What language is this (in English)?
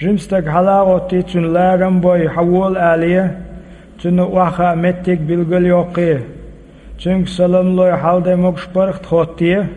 Chechen